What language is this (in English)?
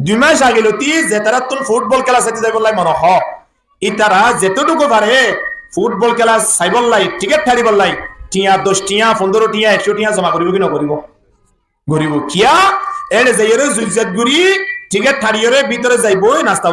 Rohingya